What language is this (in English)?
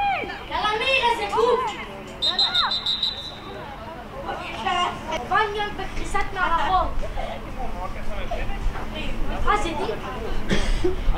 Hebrew